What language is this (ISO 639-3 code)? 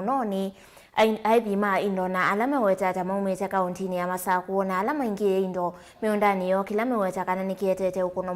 kam